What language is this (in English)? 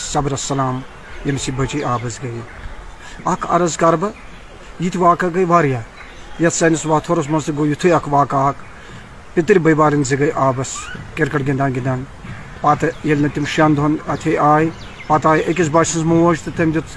Kashmiri